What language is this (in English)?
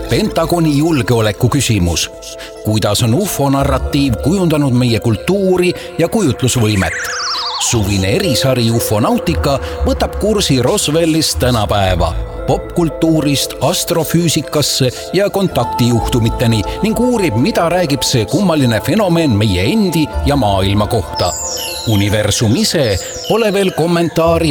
Estonian